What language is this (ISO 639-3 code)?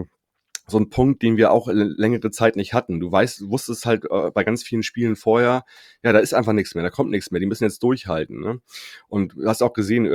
deu